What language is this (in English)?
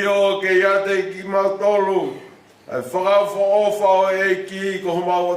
Tongan